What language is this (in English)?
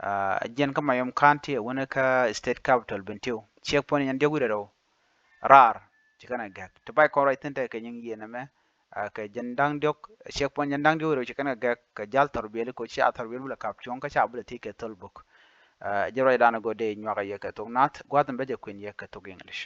Nuer